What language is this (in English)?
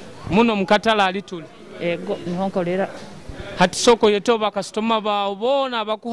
Nyoro